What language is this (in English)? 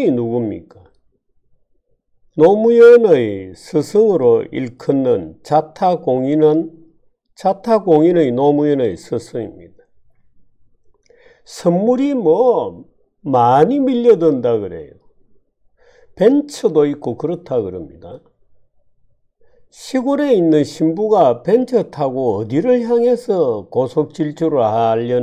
Korean